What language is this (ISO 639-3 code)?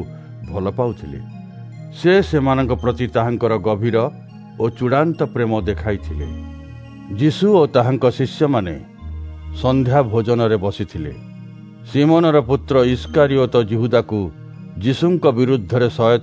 ori